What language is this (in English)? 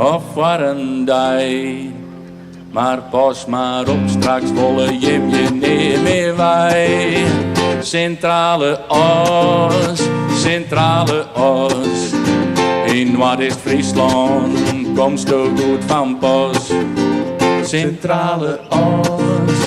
Western Frisian